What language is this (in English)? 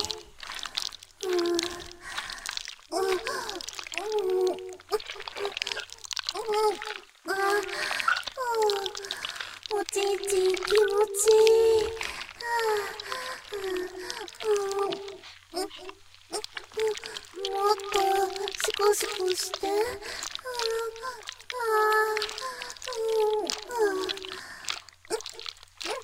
Japanese